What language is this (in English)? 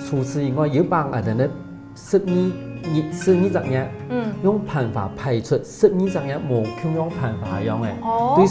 Hakka Chinese